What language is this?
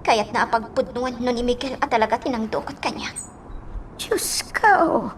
Iloko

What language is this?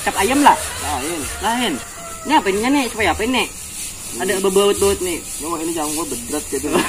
Banjar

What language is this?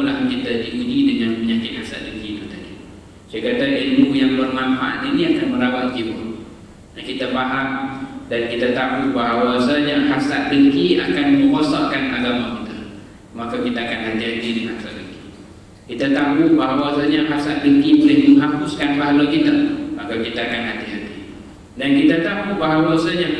Malay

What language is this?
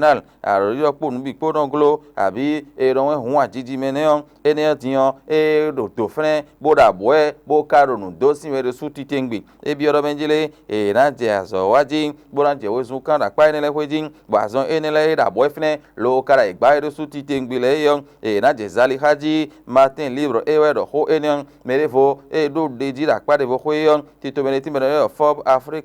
Fon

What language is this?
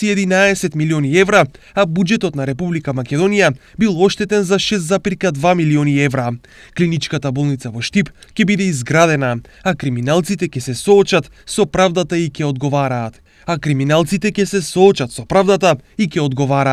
Macedonian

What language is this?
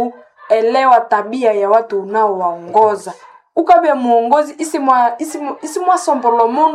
Nande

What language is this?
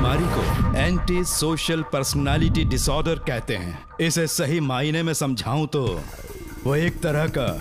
Hindi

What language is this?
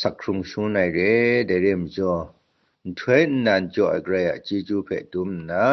Kachin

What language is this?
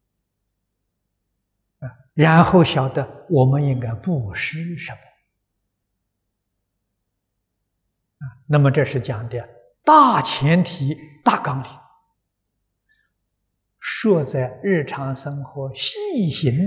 Chinese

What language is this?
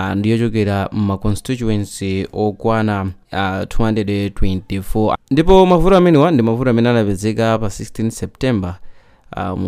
Nyanja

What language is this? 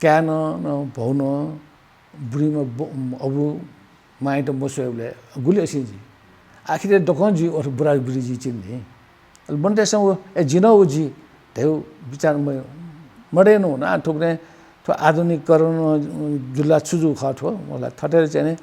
Newari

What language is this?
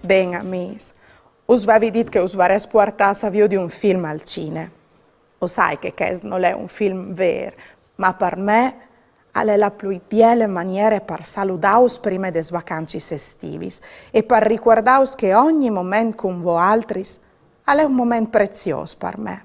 Friulian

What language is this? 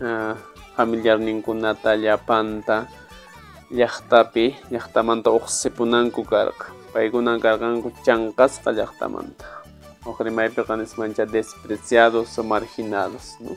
Quechua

